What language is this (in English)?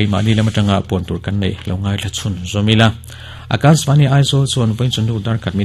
Mizo